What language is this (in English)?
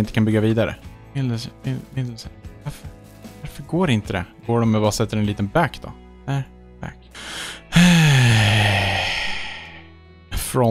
Swedish